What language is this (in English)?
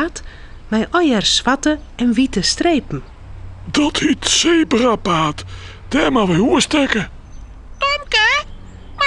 Western Frisian